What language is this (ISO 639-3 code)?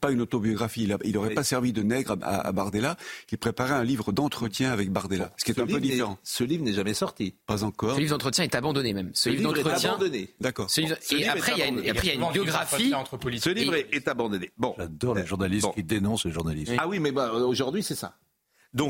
fra